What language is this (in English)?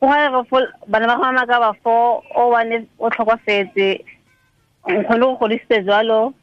Tswana